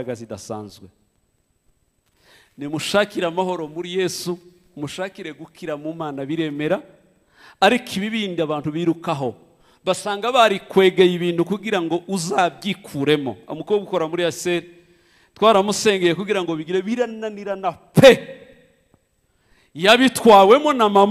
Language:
Kinyarwanda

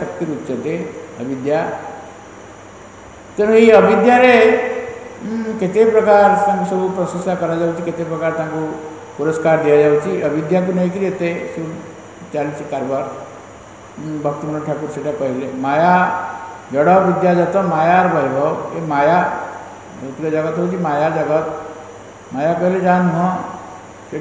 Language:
Odia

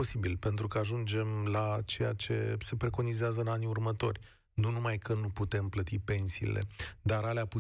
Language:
Romanian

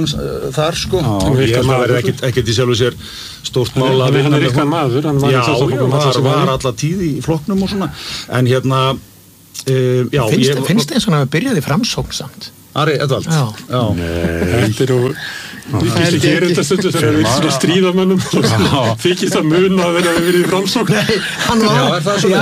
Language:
Icelandic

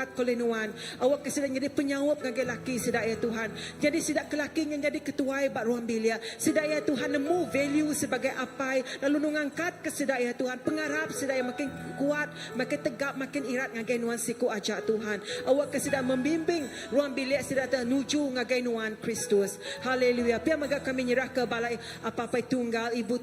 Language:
Iban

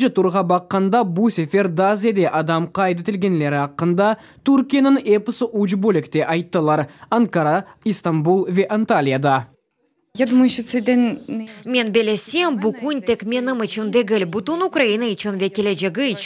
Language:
Crimean Tatar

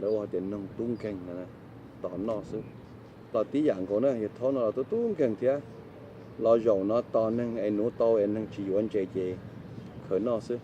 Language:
Hmong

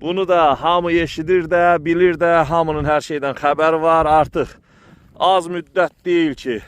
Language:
Azerbaijani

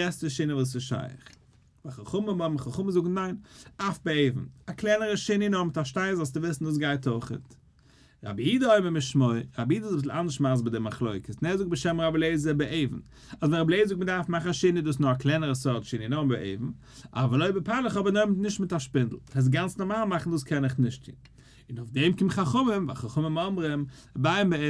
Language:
Yiddish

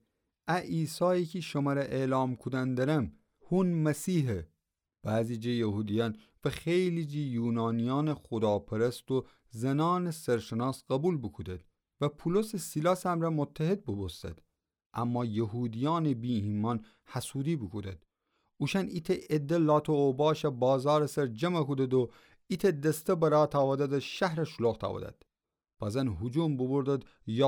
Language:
Gilaki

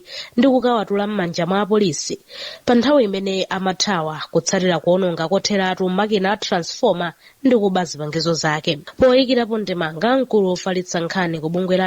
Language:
Nyanja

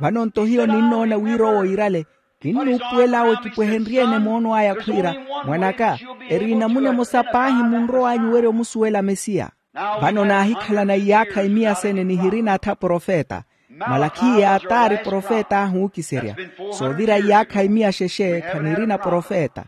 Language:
Makhuwa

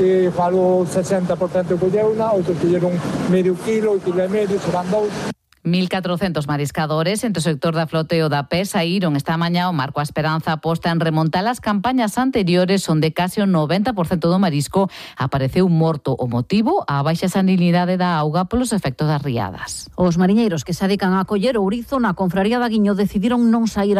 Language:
Galician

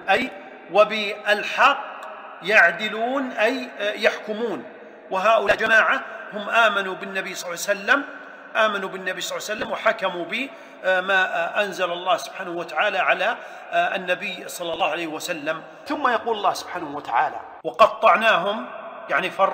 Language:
Arabic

